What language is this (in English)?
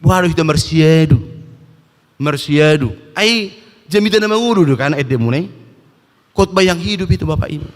Batak Toba